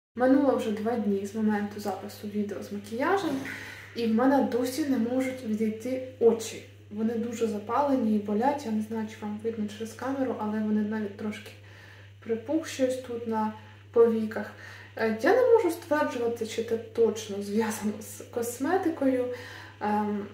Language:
Ukrainian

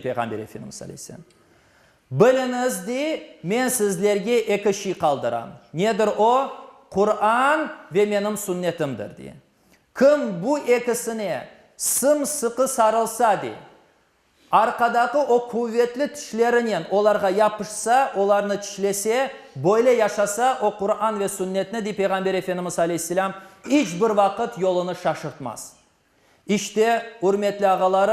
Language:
Crimean Tatar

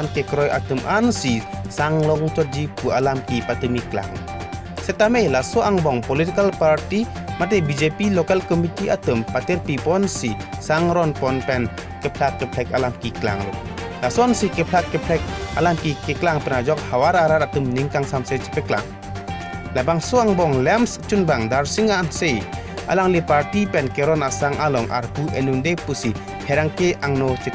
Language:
Karbi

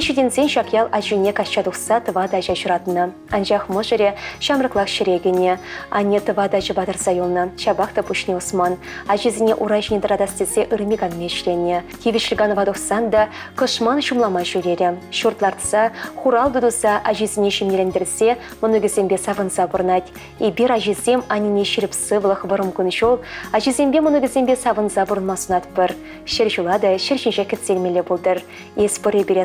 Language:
Chuvash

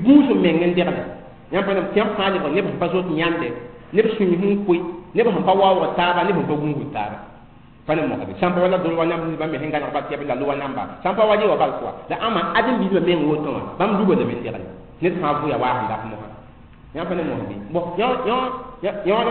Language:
Mossi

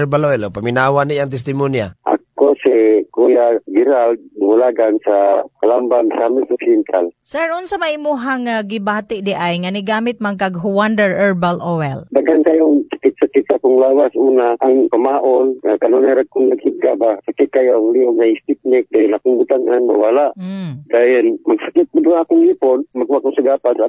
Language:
Cebuano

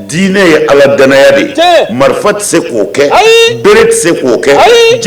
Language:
Bambara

